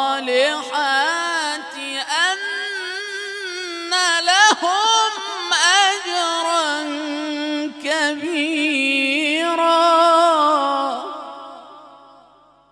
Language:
Arabic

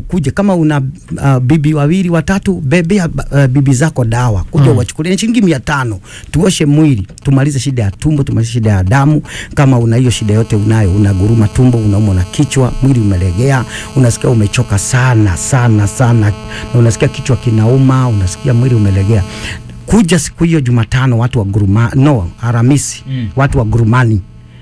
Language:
Swahili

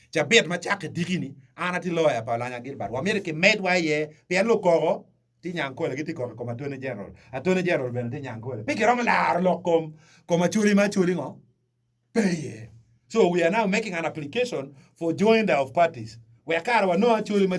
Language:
Acoli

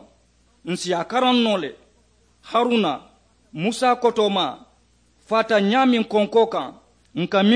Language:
Mandingo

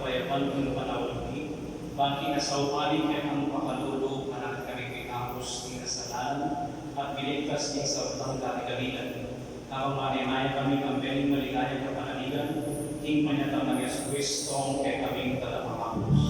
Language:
Pampanga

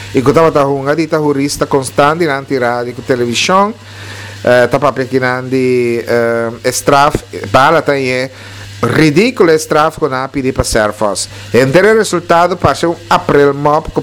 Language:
Papiamento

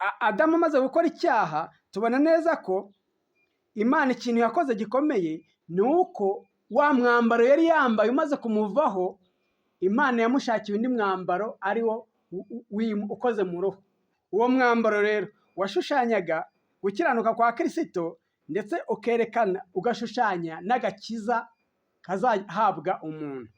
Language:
Kinyarwanda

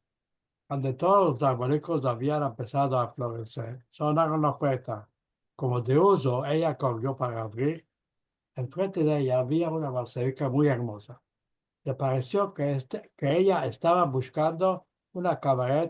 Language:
Ladino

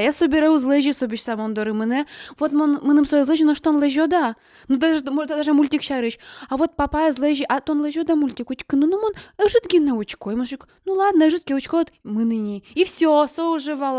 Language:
Udmurt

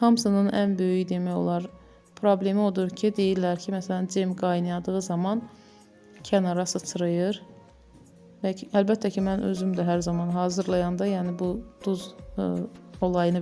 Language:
Azerbaijani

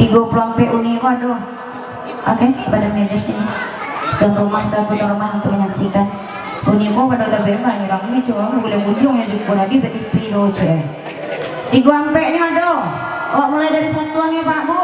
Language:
Minangkabau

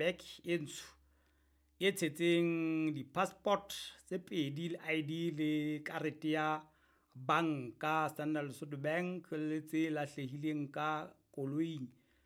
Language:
Southern Sotho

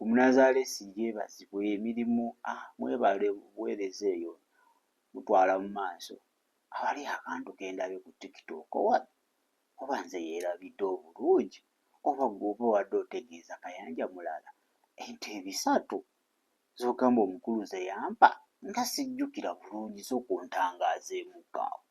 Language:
Ganda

